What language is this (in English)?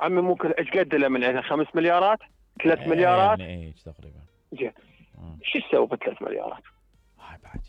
Mesopotamian Arabic